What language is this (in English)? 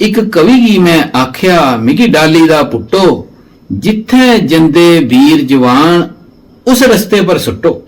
Dogri